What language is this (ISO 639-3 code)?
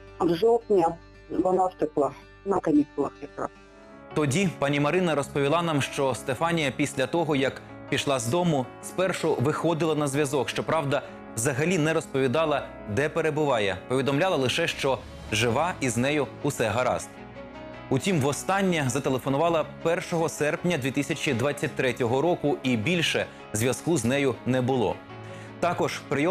ukr